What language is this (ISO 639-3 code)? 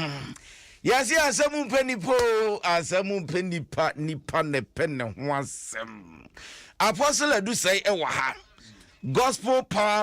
aka